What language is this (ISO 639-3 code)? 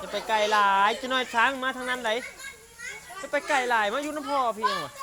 lao